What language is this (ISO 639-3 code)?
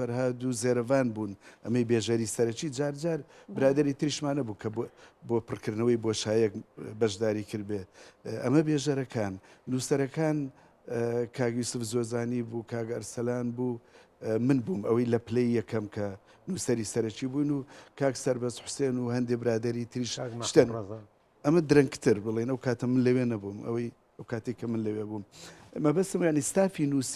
ckb